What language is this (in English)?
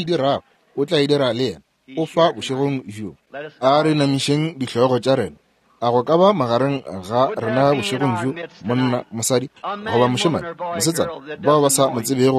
Northern Sotho